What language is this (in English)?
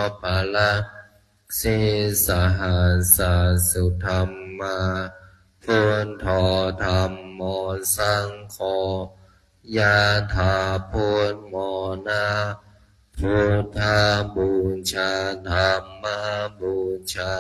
Pali